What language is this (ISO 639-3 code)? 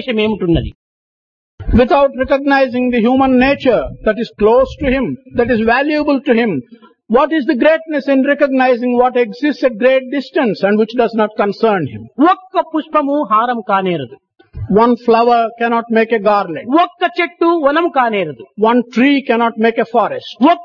tel